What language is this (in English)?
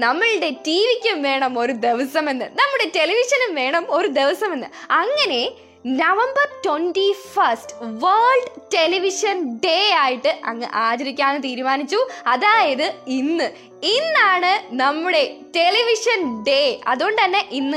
Malayalam